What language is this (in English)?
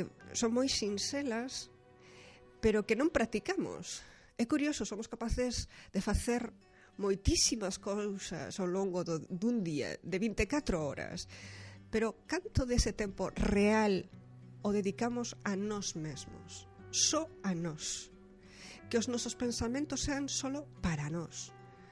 Galician